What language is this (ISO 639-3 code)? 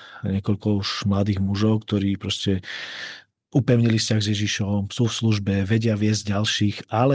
slk